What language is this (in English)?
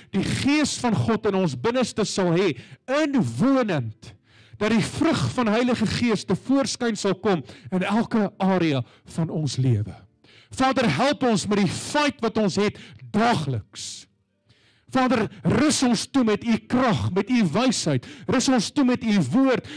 Afrikaans